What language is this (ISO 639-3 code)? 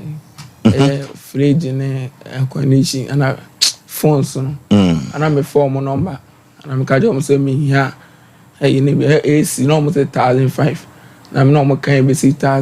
aka